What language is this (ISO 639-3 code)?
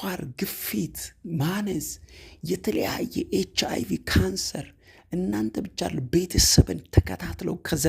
amh